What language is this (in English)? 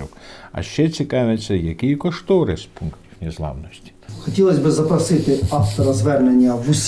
Ukrainian